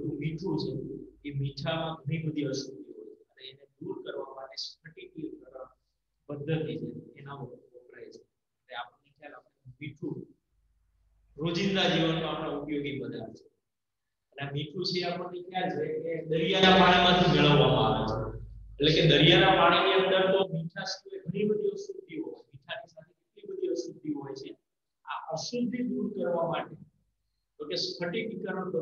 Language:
Gujarati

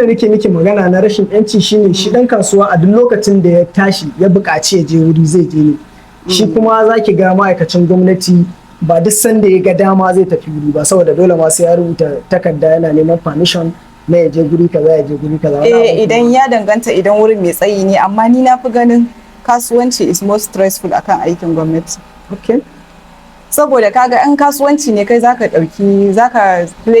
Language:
Hausa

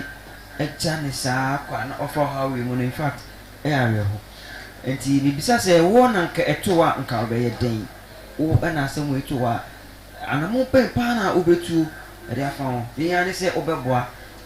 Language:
Akan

